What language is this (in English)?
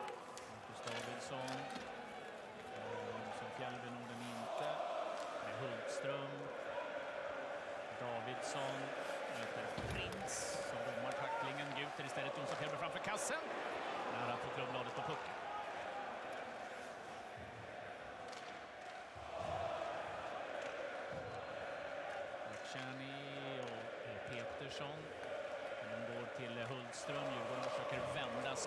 Swedish